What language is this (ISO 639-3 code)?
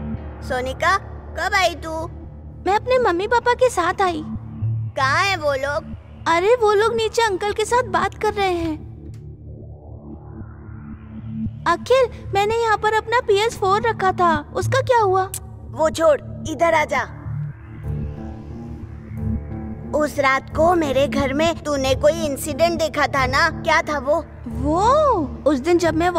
hin